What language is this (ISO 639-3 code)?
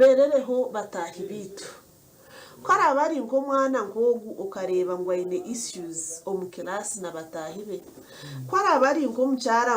nyn